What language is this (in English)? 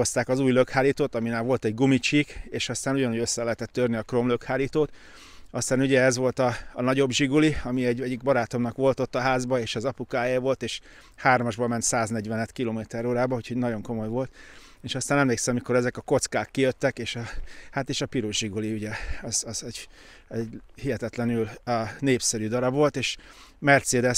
Hungarian